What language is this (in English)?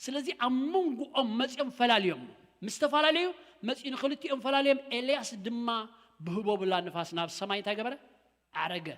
Tigrinya